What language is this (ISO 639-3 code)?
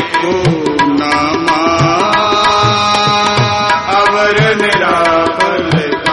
pan